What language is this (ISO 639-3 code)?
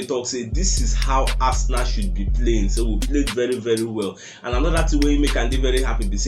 pcm